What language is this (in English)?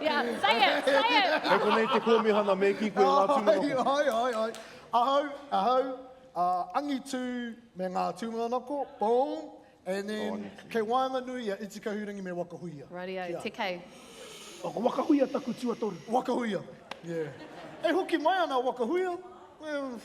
Māori